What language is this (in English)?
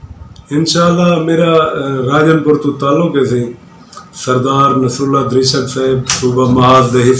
Saraiki